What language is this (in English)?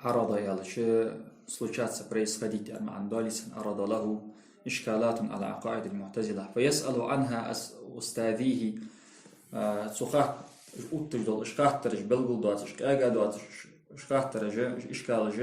Ingush